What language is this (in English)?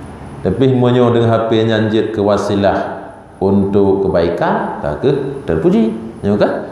Achinese